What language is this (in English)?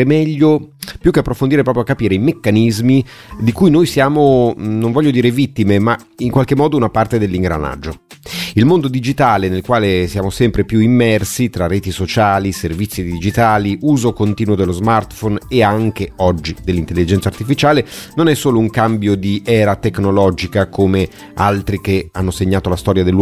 Italian